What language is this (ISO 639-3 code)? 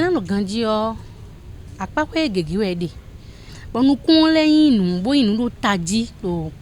fon